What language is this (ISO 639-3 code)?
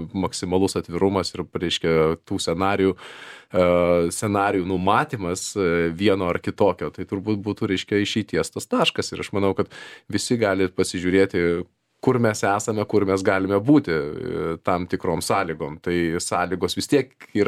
lit